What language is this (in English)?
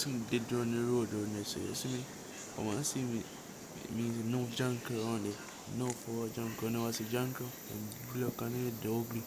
Jamaican Creole English